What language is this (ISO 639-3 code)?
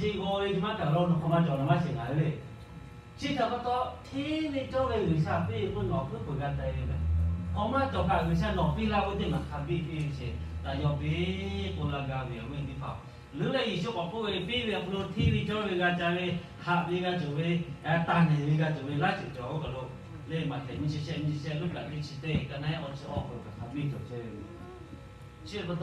lhu